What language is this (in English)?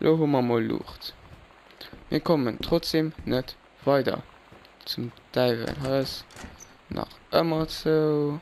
Luxembourgish